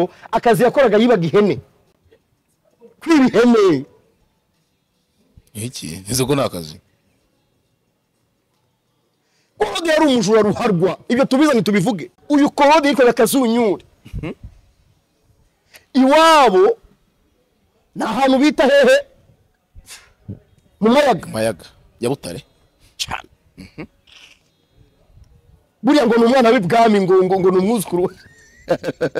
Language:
Kinyarwanda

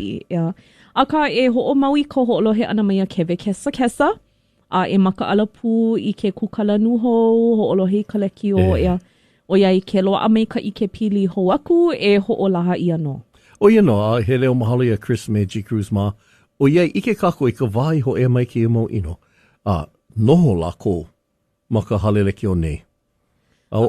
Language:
Hawaiian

